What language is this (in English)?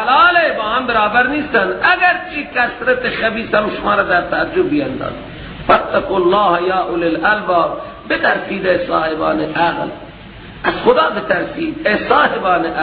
Persian